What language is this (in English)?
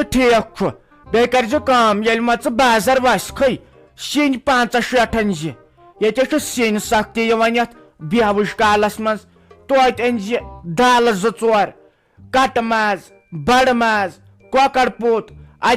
Kashmiri